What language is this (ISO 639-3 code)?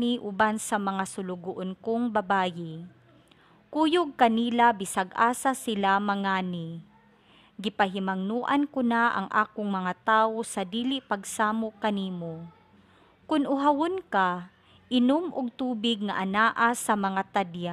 ceb